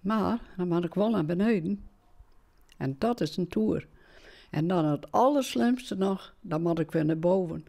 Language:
Western Frisian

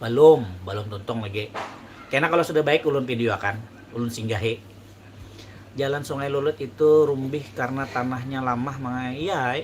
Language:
Banjar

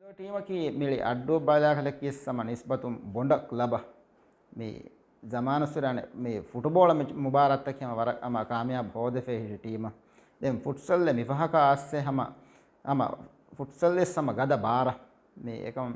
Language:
Divehi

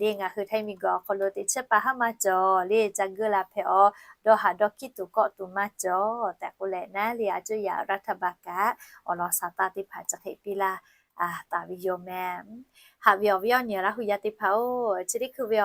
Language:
Lahu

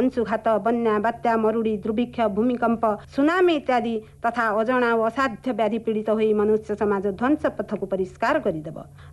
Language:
Odia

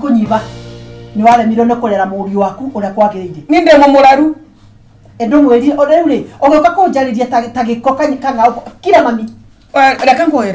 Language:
Kikuyu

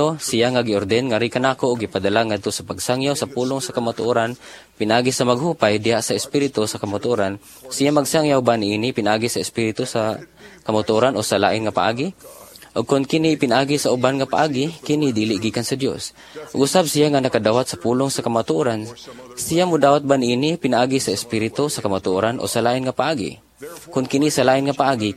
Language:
Cebuano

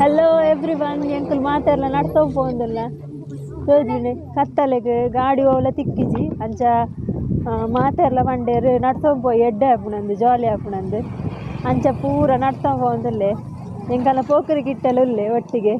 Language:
Tulu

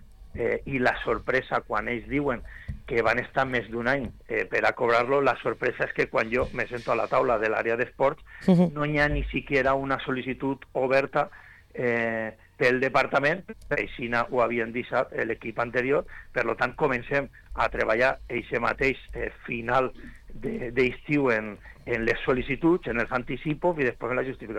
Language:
Catalan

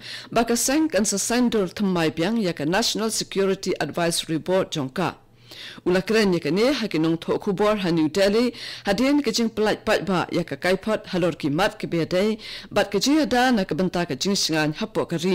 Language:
Khasi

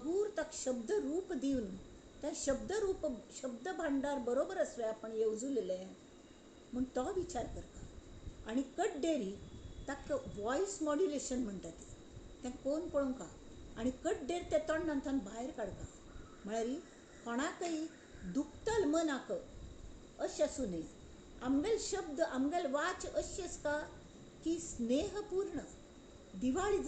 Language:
Konkani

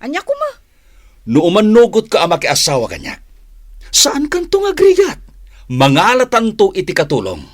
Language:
Iloko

